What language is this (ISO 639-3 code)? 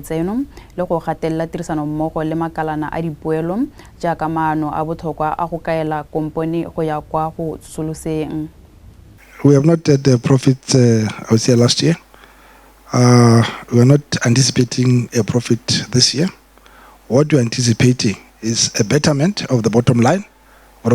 tsn